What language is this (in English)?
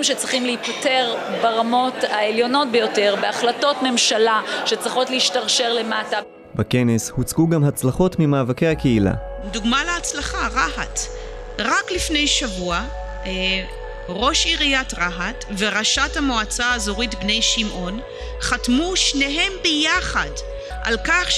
Hebrew